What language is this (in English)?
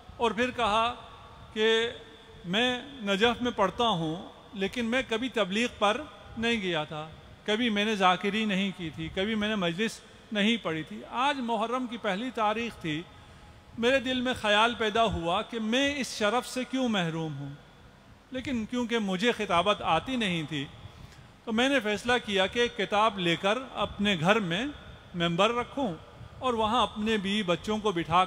Urdu